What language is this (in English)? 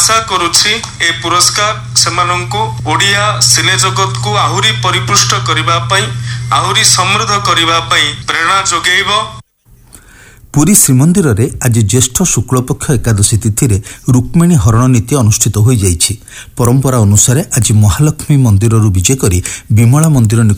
Odia